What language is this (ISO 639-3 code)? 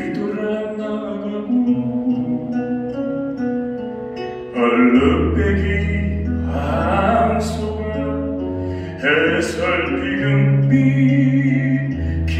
kor